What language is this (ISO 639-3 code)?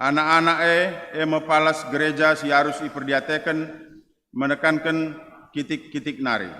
btx